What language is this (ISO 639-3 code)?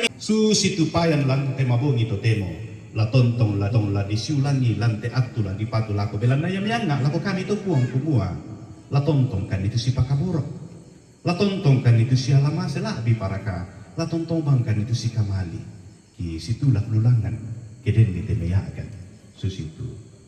sda